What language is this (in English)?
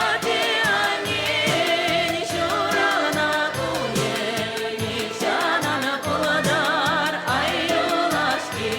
Chuvash